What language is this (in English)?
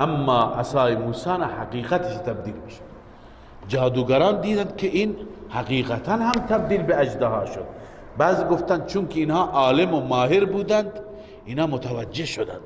Persian